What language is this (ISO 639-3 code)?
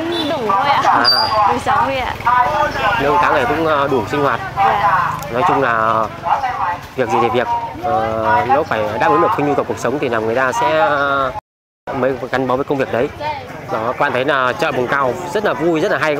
vie